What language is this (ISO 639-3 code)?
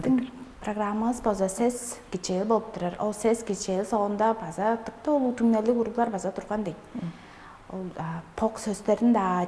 tyv